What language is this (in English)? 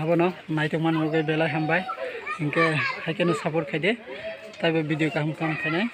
Kok Borok